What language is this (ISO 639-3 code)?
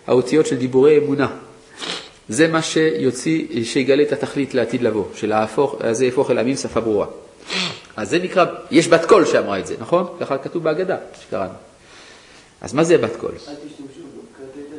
heb